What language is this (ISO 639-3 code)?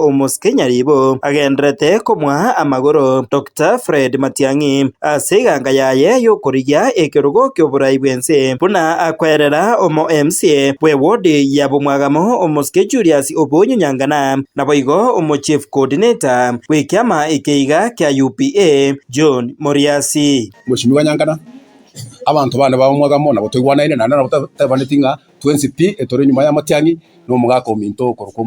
guz